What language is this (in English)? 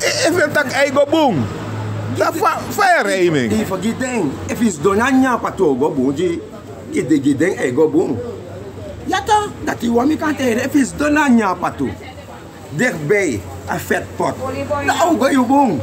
Sranan Tongo